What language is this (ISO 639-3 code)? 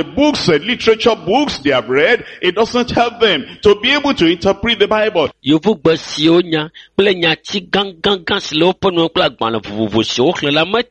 ewe